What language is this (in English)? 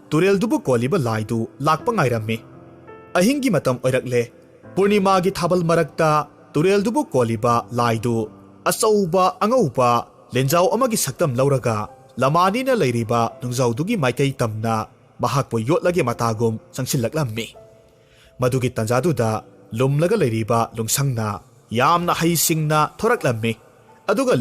Manipuri